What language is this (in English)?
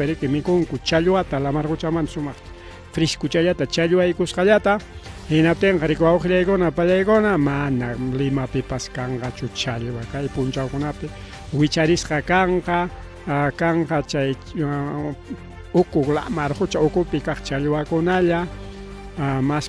Ayacucho Quechua